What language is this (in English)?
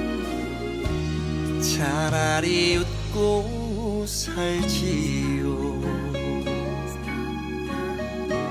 Korean